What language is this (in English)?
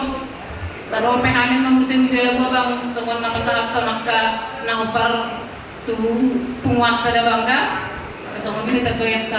Batak Toba